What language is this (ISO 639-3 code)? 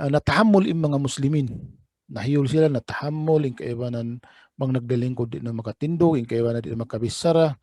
tsg